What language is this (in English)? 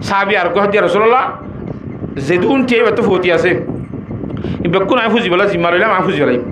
Rohingya